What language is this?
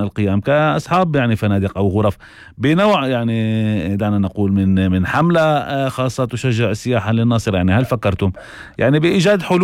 North Levantine Arabic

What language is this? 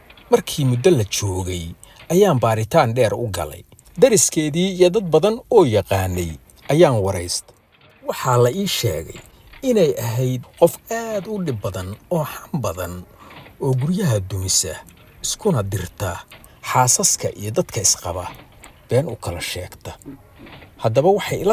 Somali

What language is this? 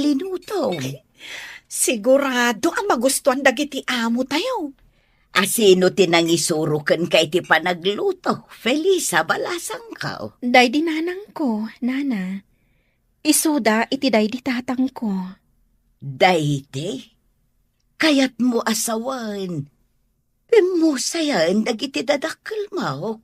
Iloko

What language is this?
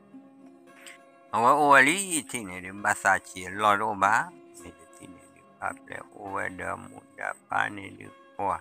S'gaw Karen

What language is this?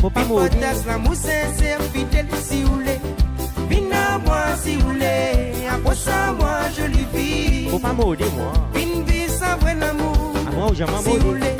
Morisyen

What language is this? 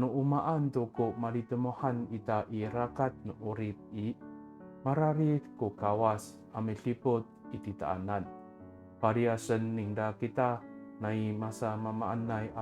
Amis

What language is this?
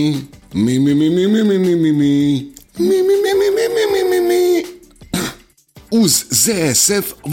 Bosnian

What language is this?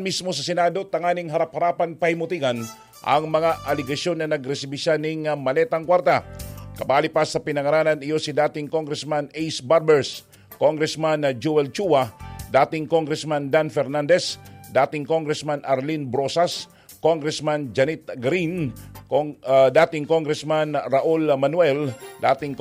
Bikol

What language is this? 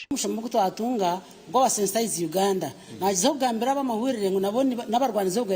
Nyankole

